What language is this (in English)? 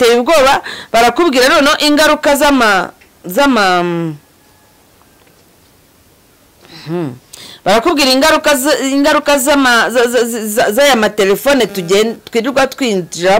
Kinyarwanda